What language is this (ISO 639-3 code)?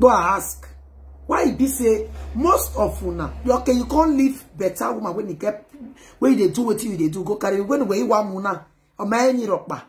pcm